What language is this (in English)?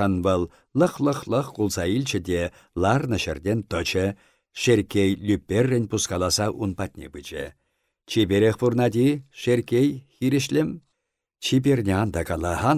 Chuvash